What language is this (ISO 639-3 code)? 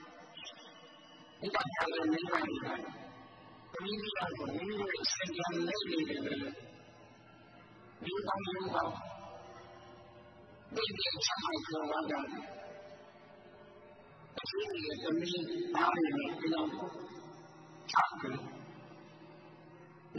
mya